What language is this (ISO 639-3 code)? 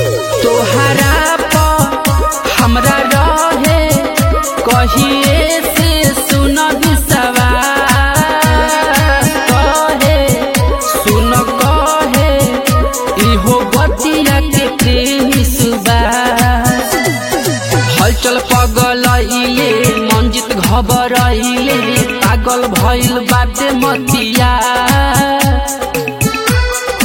bho